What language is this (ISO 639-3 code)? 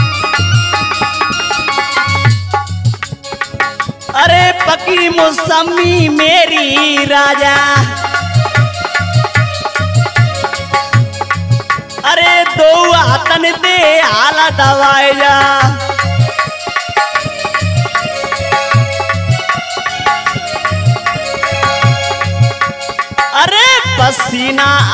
bho